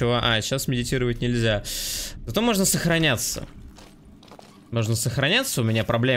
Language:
Russian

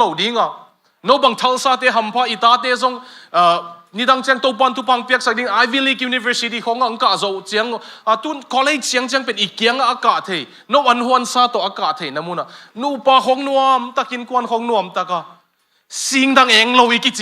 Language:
Tedim Chin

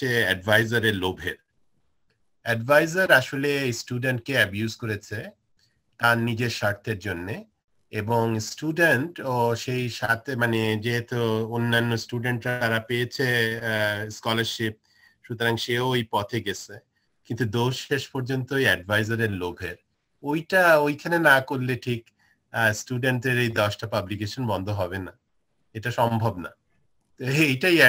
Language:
Bangla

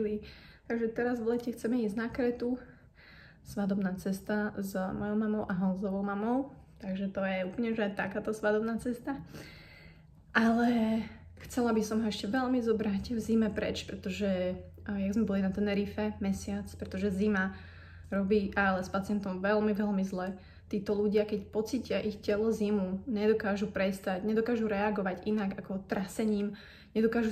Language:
Slovak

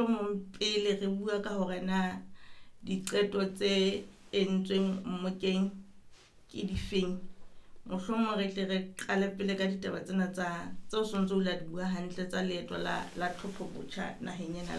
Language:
Southern Sotho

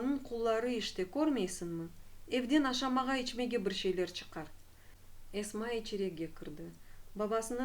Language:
Crimean Tatar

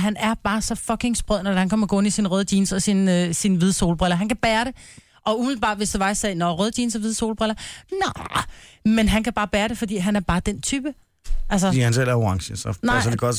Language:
Danish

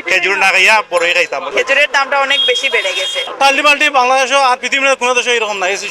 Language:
Sylheti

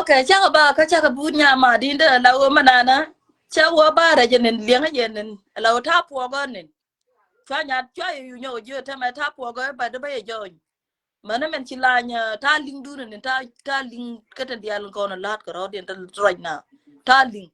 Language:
Nuer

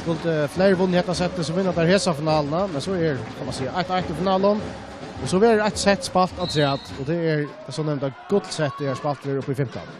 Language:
Faroese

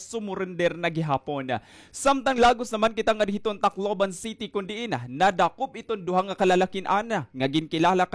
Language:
Waray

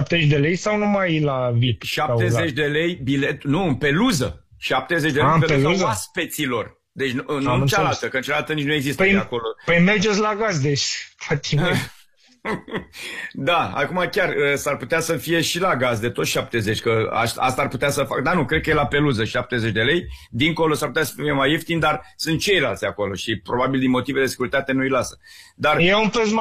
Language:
Romanian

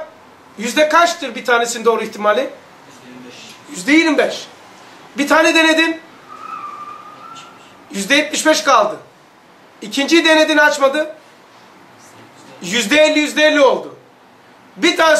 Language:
Turkish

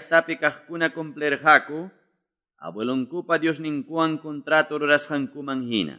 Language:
Quechua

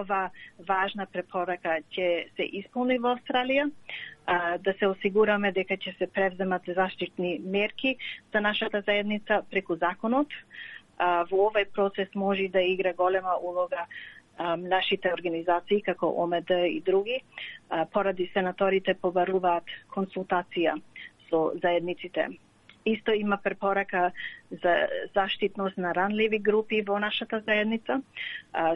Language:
Macedonian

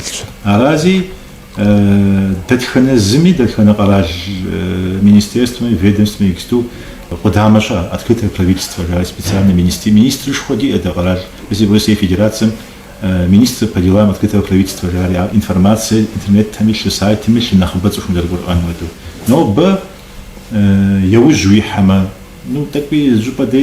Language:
Kabardian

